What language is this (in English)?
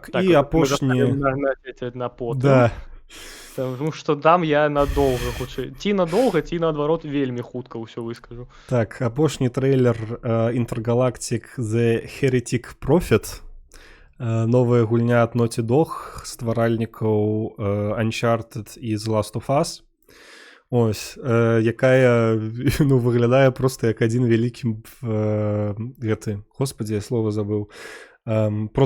Belarusian